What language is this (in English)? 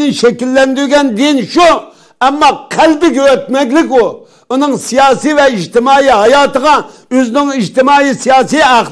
Uyghur